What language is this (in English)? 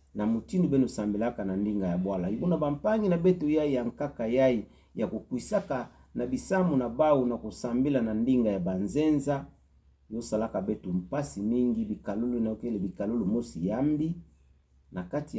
Kituba (Democratic Republic of Congo)